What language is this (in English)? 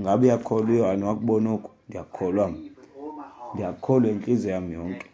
Xhosa